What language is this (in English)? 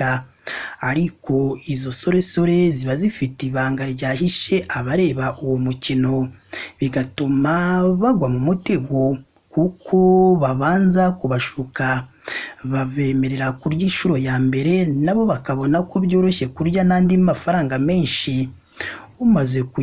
Kinyarwanda